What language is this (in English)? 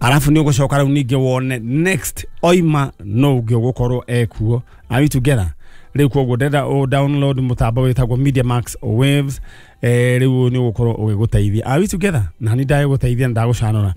Kikuyu